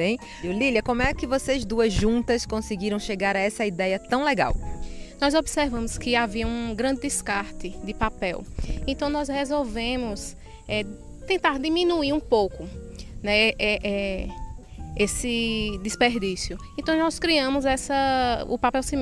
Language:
Portuguese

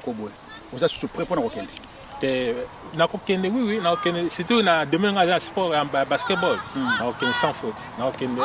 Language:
Lingala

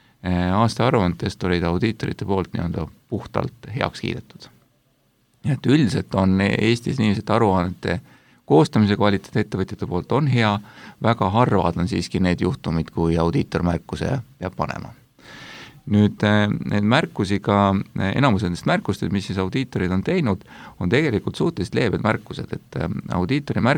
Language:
Estonian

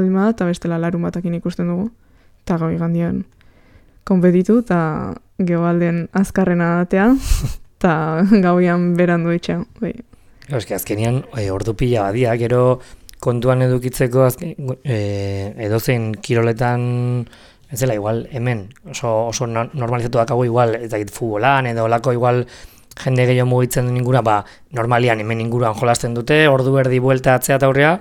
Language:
Basque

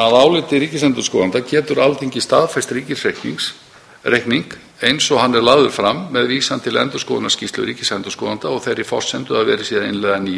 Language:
Icelandic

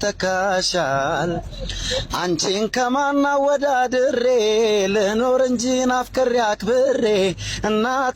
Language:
Amharic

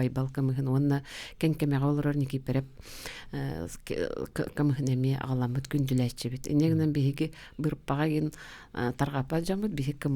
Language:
Yakut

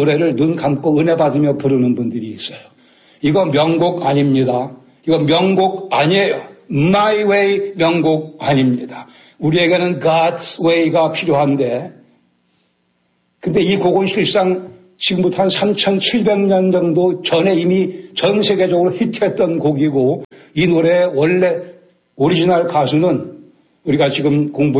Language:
Korean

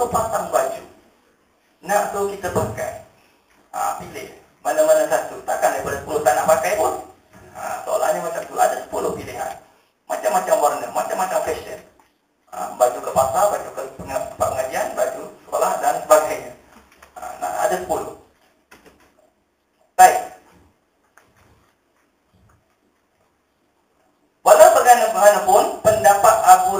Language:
Malay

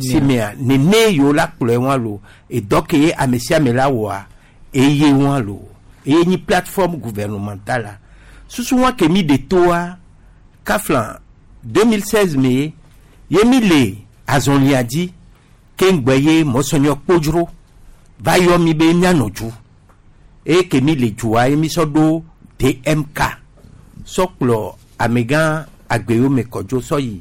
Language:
Gen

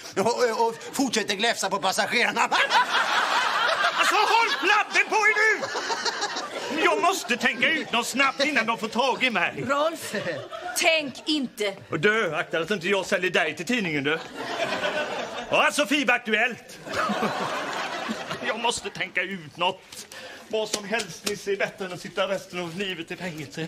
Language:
Swedish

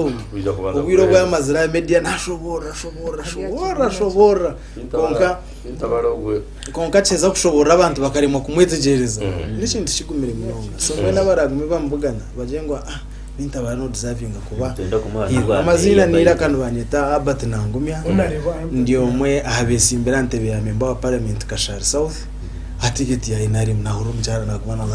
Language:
Nyankole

